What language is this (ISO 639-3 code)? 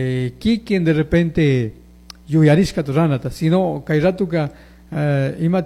qug